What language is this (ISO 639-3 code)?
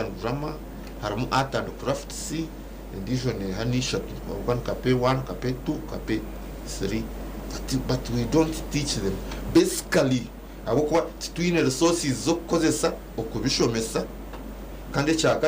nyn